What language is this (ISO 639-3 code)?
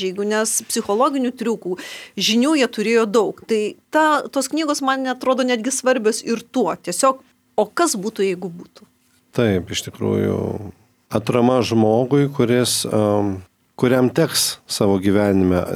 lit